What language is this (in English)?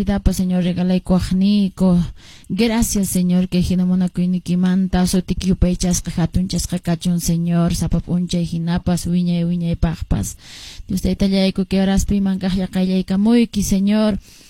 Quechua